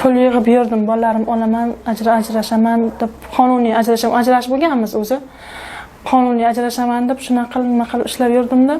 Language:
Uzbek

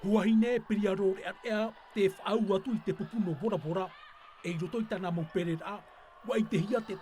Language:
Tahitian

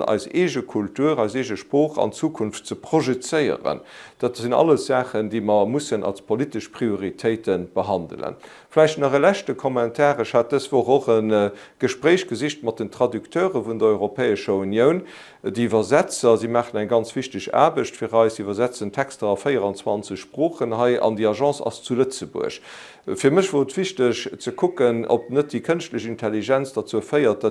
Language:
Luxembourgish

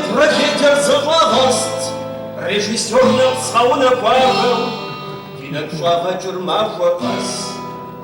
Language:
Kabardian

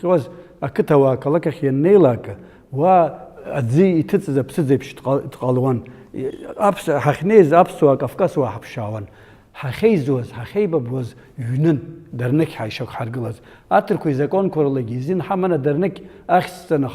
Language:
Abkhazian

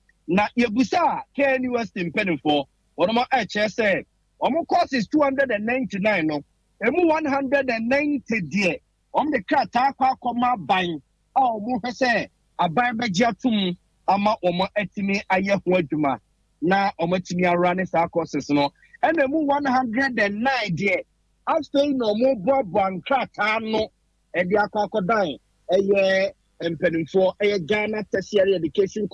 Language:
Akan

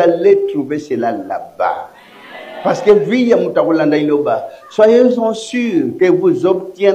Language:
Lingala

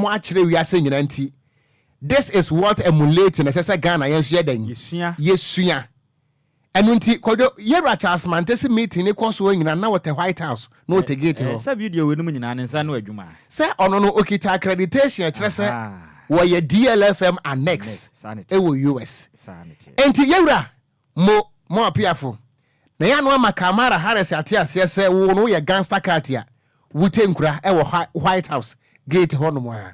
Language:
Akan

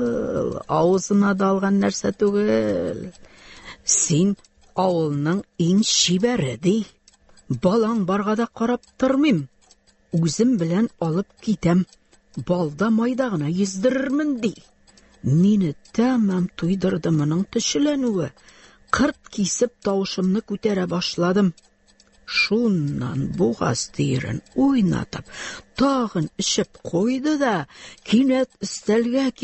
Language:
Tatar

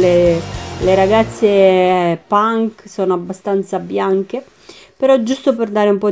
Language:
Italian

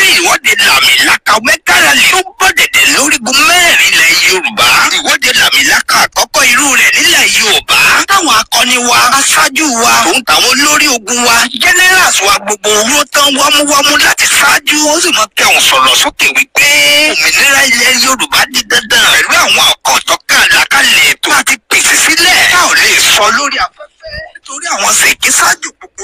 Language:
Yoruba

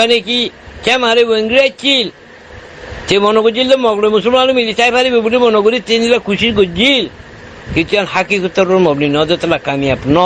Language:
Rohingya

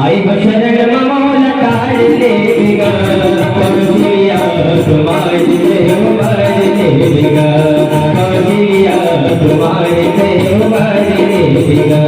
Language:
Chhattisgarhi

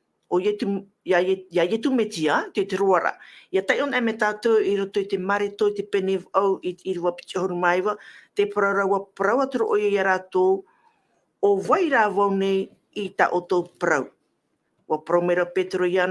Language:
Tahitian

